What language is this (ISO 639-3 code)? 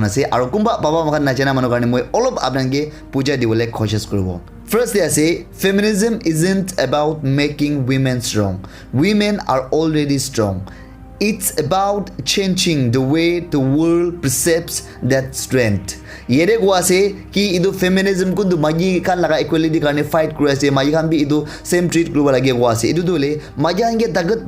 nag